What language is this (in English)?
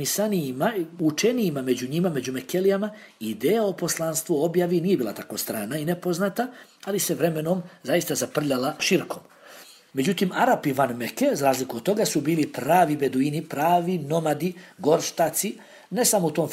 Bosnian